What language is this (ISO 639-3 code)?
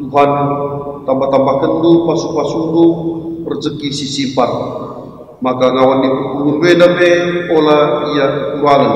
btx